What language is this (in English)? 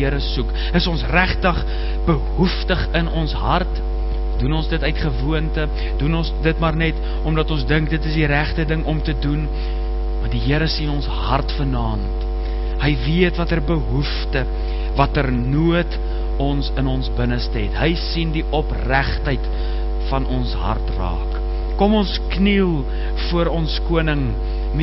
Afrikaans